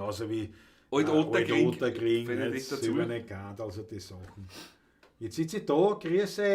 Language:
Bavarian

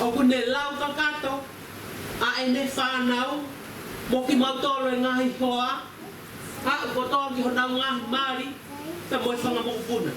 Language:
Tongan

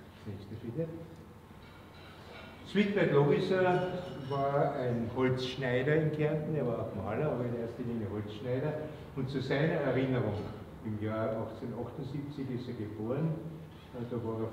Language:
German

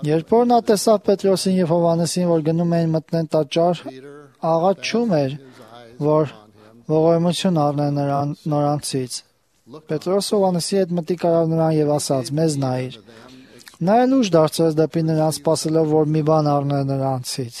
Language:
Armenian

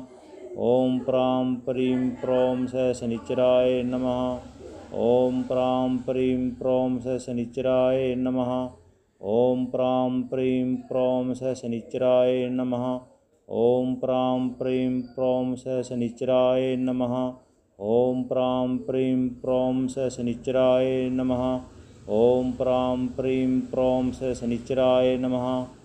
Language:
Sanskrit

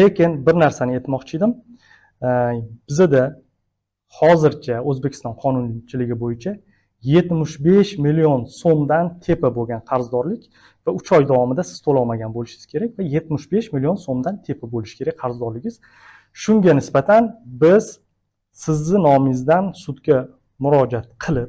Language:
Uzbek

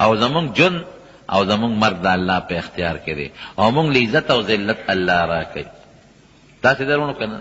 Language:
Pashto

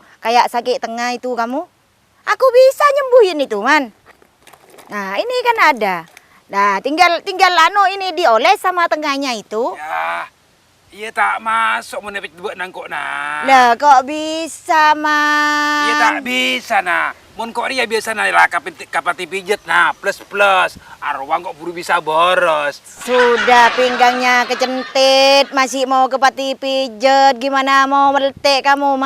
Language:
Madurese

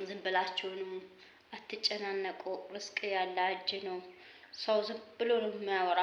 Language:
Amharic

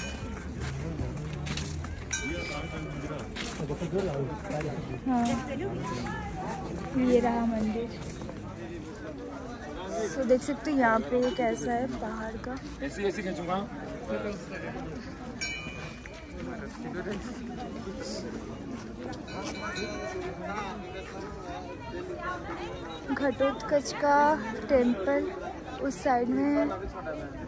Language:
Hindi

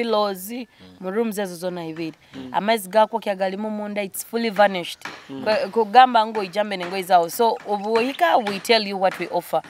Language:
Nyoro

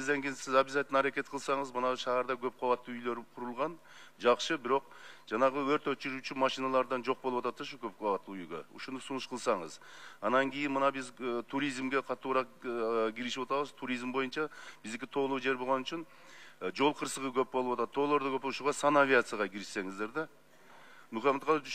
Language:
Kyrgyz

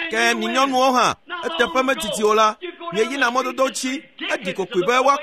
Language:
Ewe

